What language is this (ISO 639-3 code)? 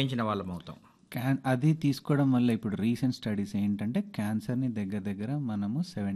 tel